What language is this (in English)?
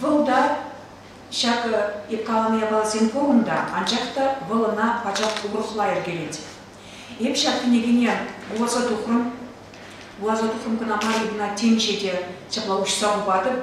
Chuvash